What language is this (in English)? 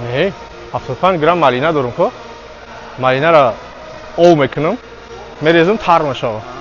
Tajik